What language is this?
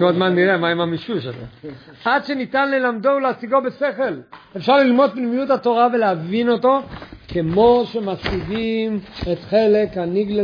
Hebrew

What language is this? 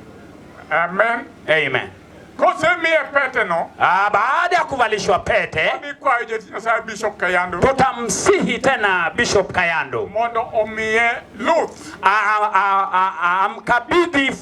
Luo (Kenya and Tanzania)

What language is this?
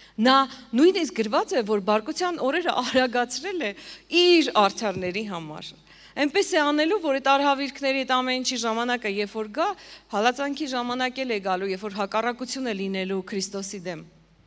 Armenian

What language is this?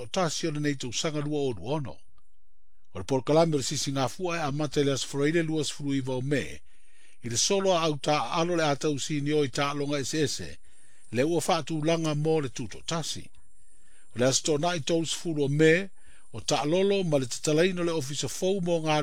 Samoan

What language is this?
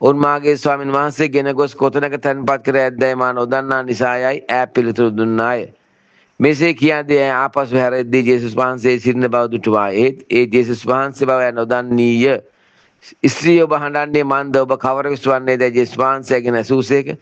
Sinhala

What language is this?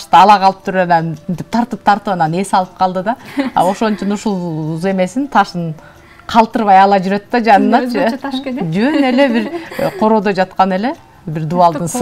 Kyrgyz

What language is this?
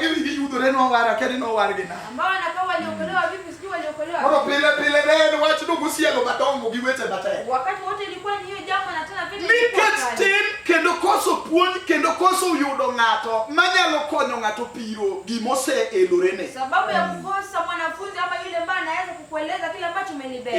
Luo (Kenya and Tanzania)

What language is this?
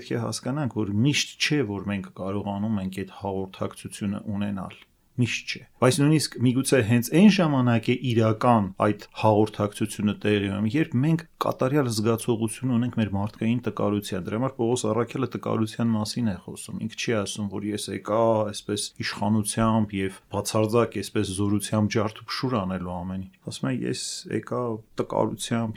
Armenian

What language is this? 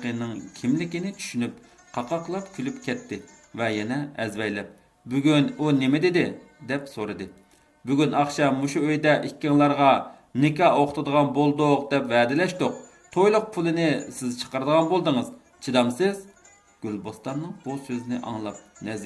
Uyghur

